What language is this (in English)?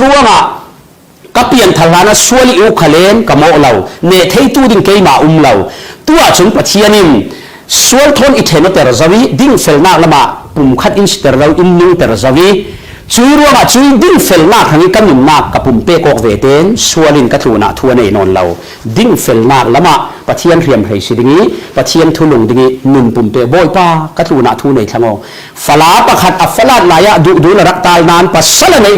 Falam Chin